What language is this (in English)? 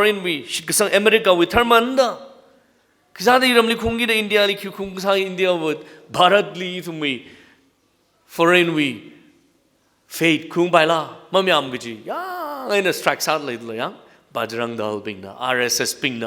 Tangkhul Naga (India)